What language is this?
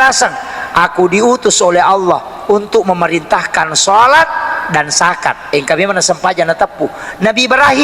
Buginese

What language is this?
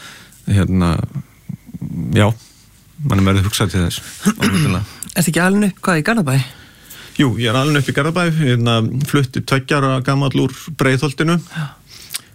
Icelandic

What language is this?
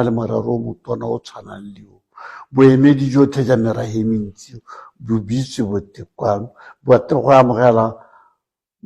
Tswana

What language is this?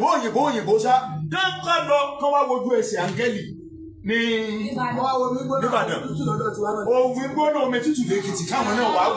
Yoruba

